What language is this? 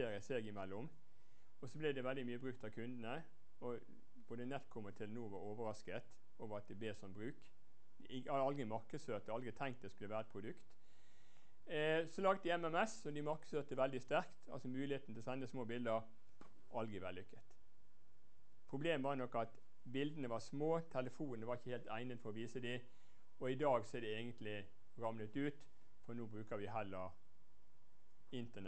Norwegian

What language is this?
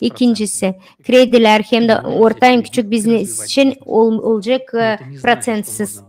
Gagauz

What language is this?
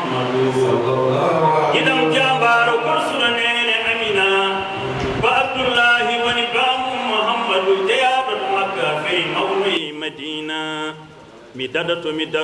Fula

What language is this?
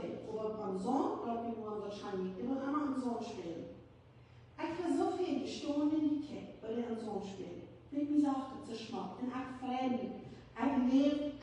Plautdietsch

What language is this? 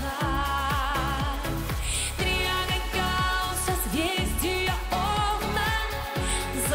Russian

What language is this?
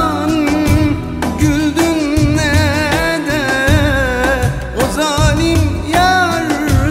Turkish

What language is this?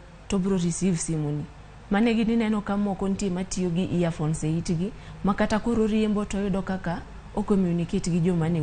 Luo (Kenya and Tanzania)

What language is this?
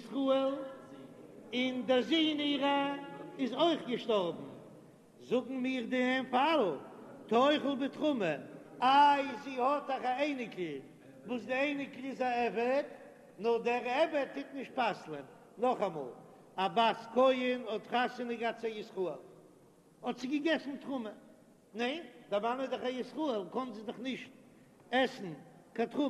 Yiddish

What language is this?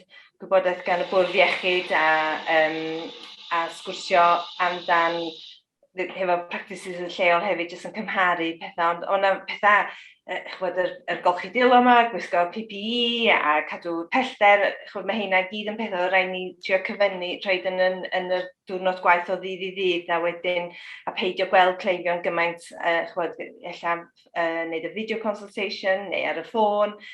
Welsh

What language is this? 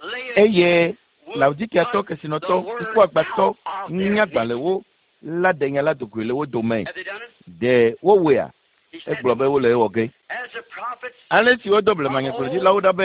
Ewe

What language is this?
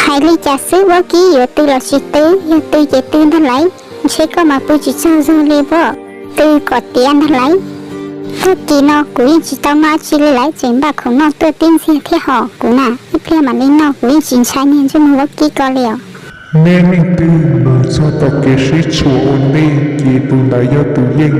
Hmong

